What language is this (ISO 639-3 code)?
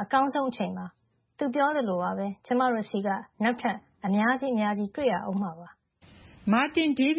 mya